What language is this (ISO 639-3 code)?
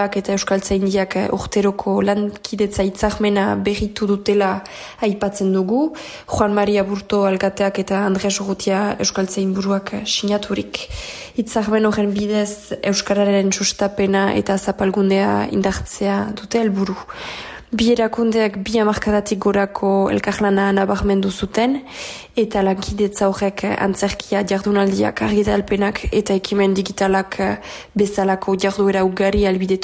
eus